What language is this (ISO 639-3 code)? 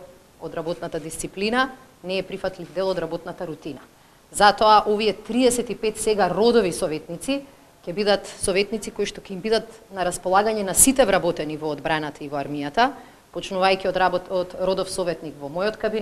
mkd